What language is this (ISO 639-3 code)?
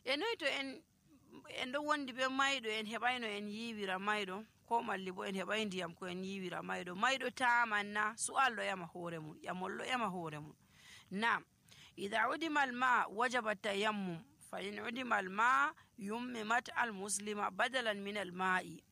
fuv